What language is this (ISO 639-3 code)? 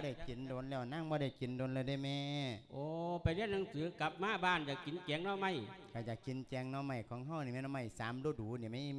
lao